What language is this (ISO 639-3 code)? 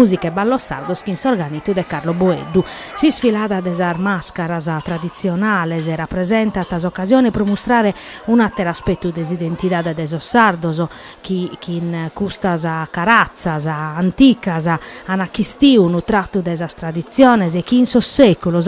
srd